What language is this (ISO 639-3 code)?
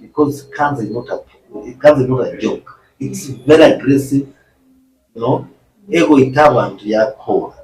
guz